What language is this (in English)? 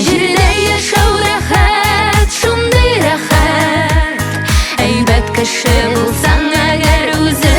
Tatar